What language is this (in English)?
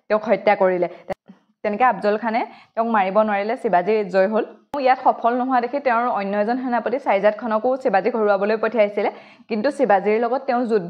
Assamese